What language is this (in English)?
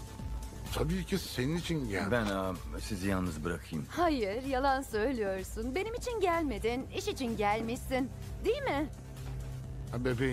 Turkish